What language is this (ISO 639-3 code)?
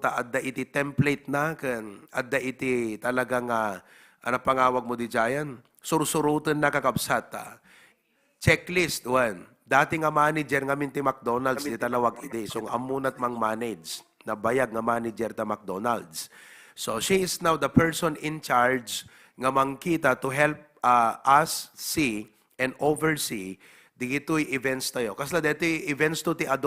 ilo